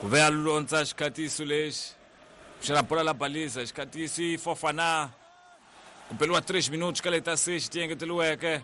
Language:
Tsonga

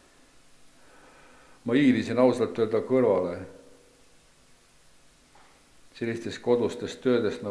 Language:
Estonian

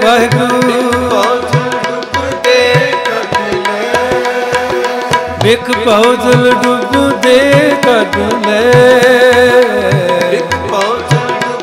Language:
Punjabi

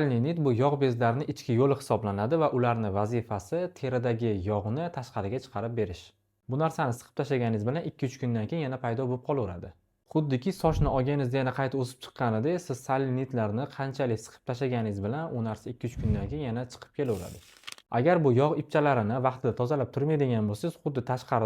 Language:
Uzbek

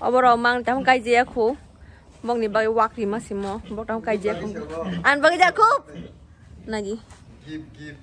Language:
Kok Borok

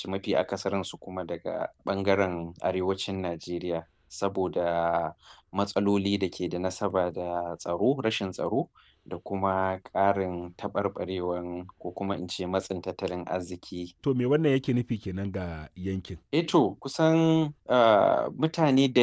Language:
Hausa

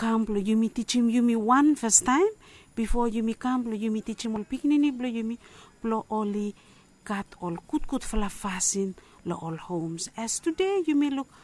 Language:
Bislama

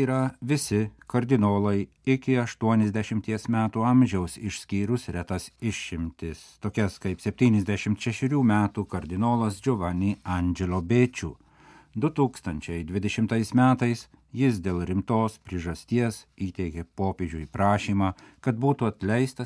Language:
Lithuanian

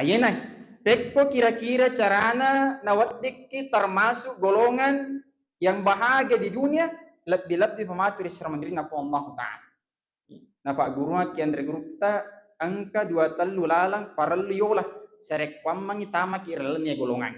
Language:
Buginese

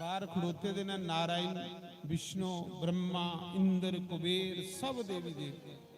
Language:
Dogri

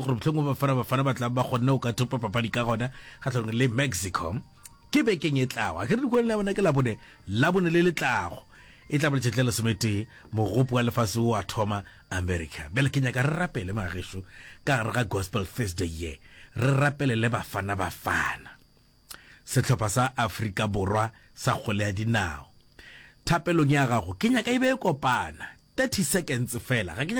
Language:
Northern Sotho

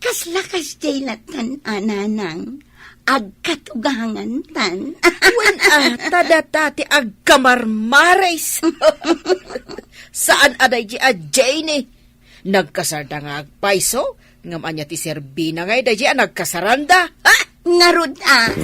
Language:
Iloko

